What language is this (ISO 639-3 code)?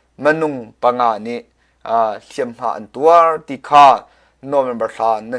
cnh